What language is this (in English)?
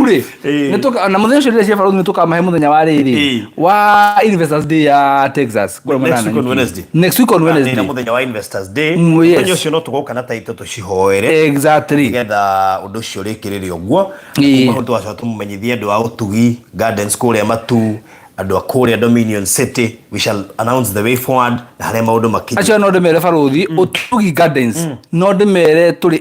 Kikuyu